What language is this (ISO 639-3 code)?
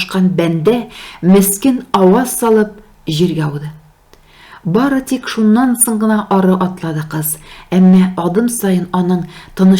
tat